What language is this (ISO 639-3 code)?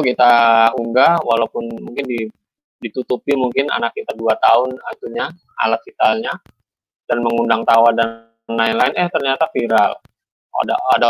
ind